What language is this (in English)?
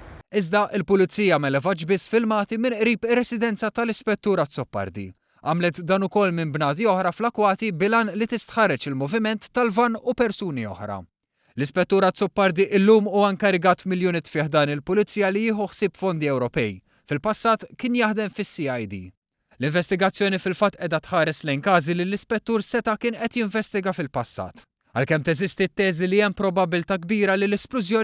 Maltese